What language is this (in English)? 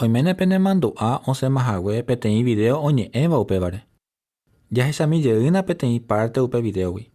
Guarani